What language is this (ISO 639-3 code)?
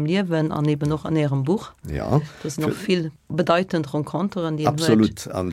ltz